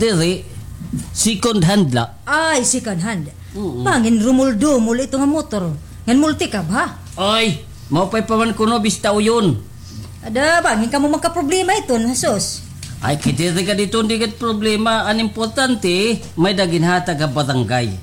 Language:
Waray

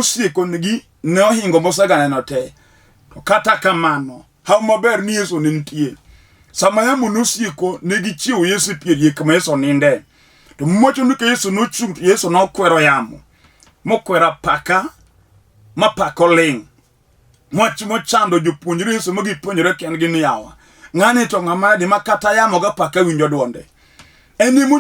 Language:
Luo (Kenya and Tanzania)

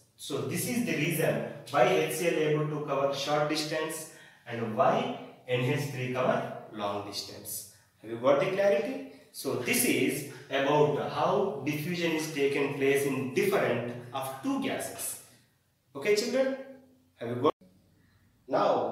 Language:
English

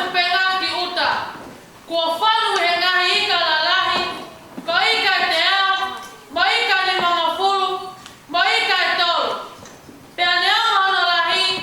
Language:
Tongan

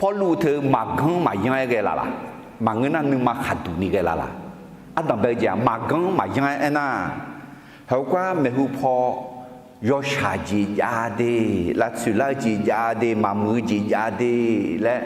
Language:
Akha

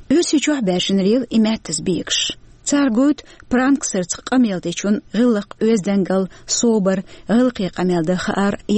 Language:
Chechen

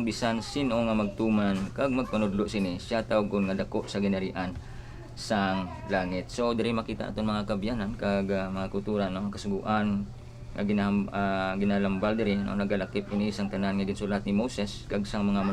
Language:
Hiligaynon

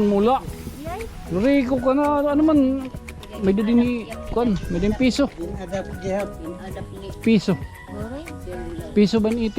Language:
Waray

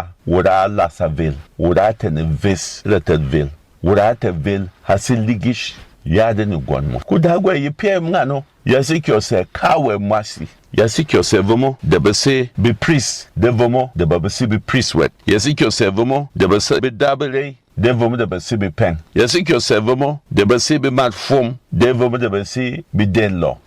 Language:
Berom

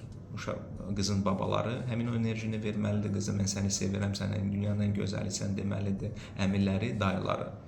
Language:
Azerbaijani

